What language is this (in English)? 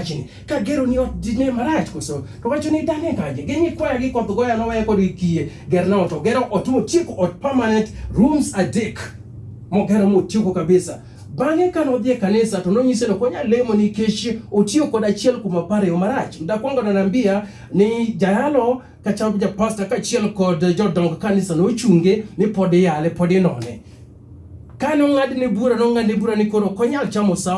Luo (Kenya and Tanzania)